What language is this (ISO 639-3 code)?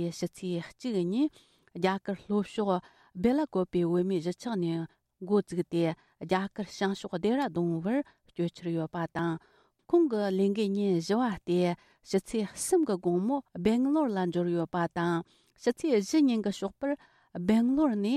bod